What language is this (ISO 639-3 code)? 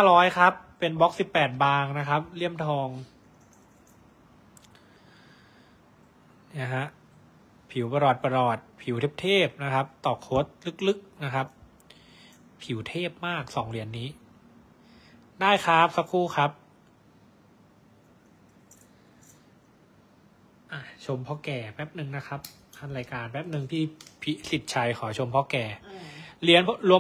tha